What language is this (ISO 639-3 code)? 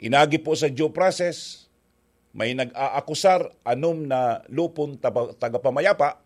bik